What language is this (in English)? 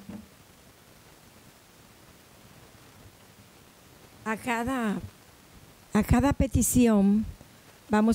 Spanish